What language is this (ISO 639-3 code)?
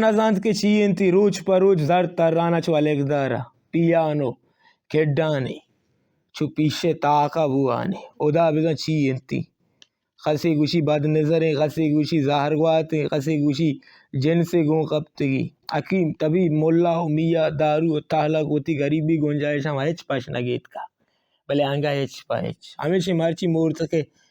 bal